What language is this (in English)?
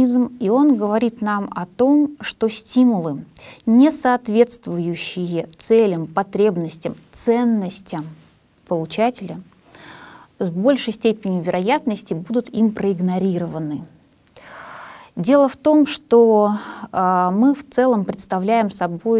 Russian